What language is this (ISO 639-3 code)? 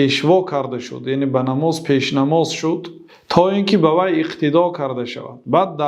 tgk